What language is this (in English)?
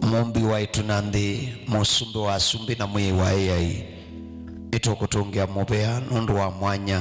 Kamba